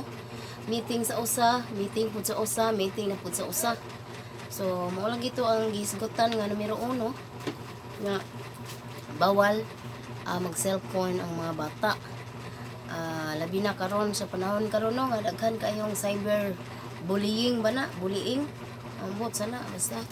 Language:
Cebuano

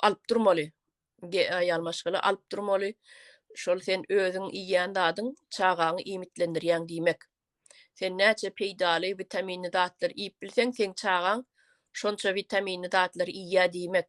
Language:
Turkmen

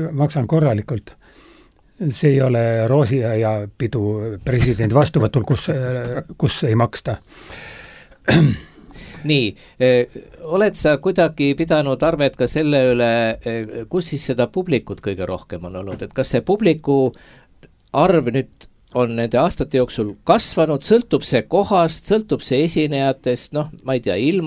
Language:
Estonian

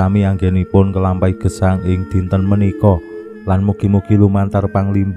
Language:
Javanese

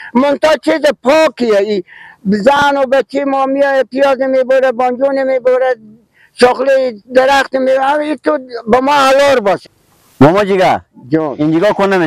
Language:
Persian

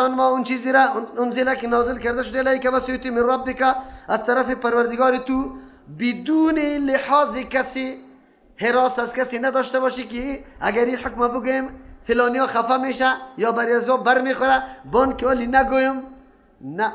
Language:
Persian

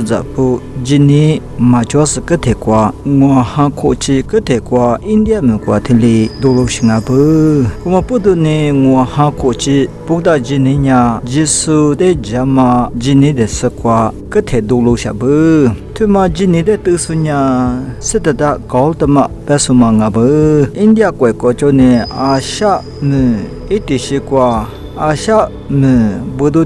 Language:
Lisu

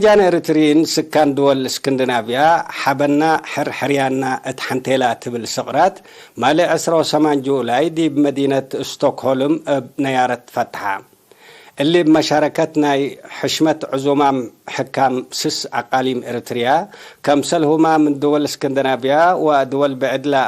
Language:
Tigre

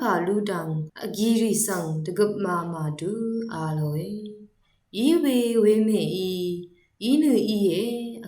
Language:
Rawang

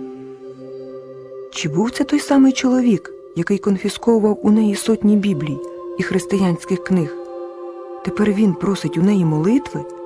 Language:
Ukrainian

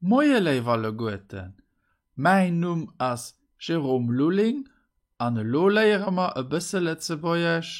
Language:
Luxembourgish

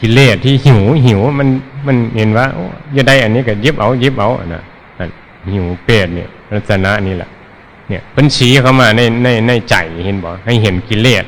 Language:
Northeastern Thai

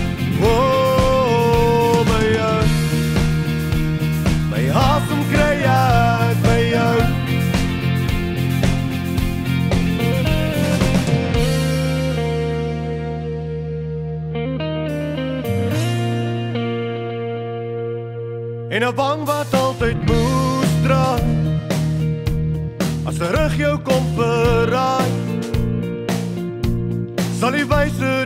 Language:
Afrikaans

